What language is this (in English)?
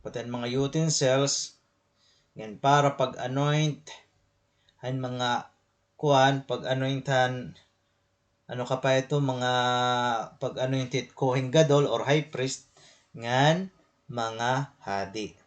Waray